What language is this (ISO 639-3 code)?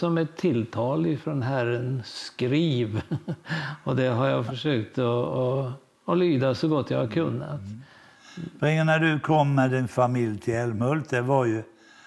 swe